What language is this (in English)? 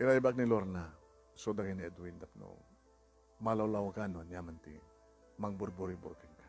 Iloko